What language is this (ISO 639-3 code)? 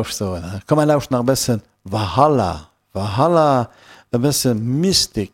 ltz